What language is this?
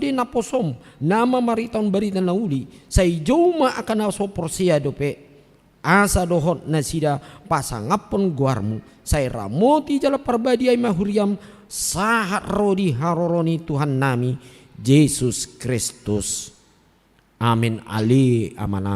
Batak Toba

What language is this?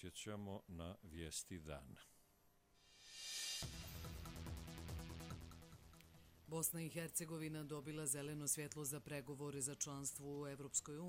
Bosnian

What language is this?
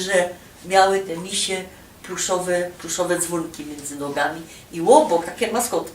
Silesian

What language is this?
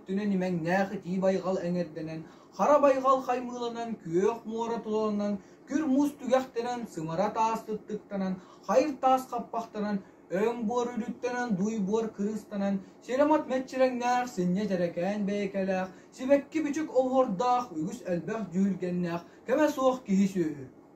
Yakut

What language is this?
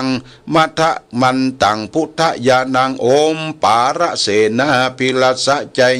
Pali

